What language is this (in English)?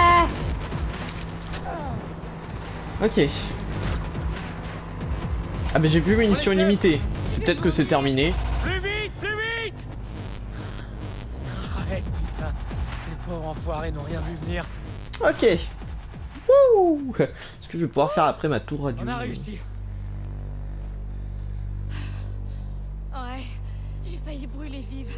French